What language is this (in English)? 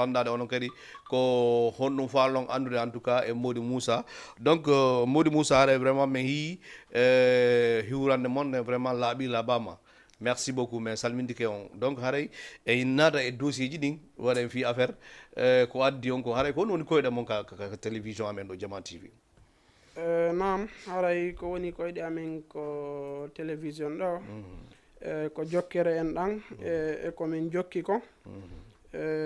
Fula